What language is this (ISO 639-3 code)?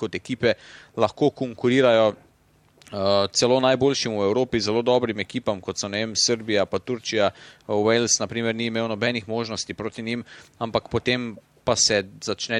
slv